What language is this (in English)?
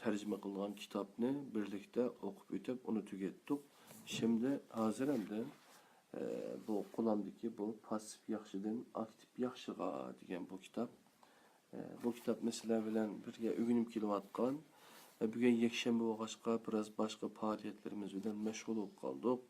Uyghur